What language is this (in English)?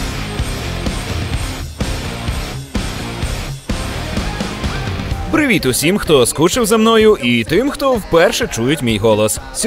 Ukrainian